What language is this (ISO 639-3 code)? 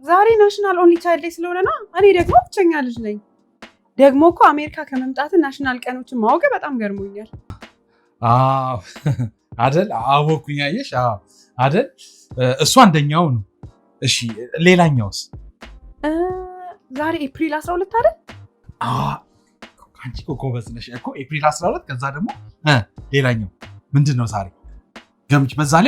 amh